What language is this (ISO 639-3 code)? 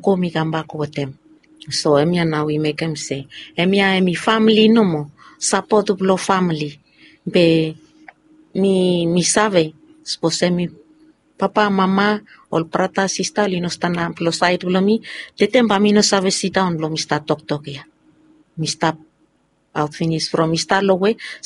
bis